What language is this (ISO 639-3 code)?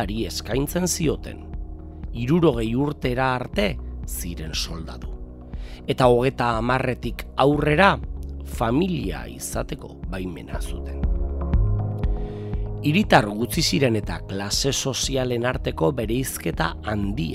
eus